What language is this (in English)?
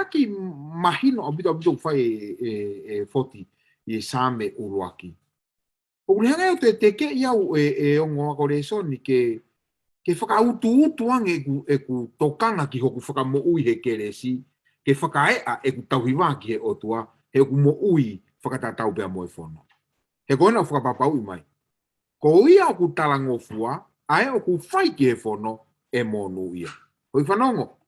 Tongan